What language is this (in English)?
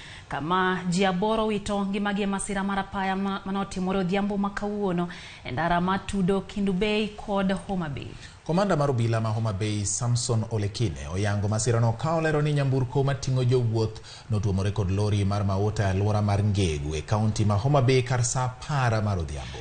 Luo (Kenya and Tanzania)